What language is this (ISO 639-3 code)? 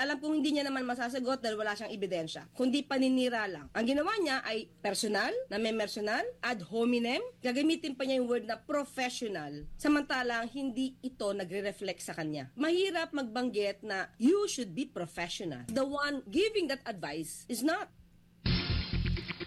fil